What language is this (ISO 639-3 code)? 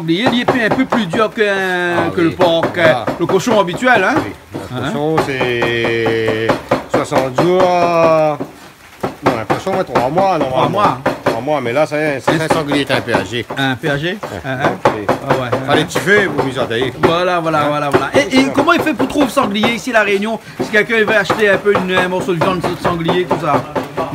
rcf